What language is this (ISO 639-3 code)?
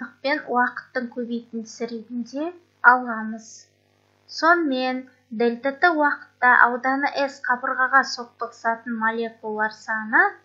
kaz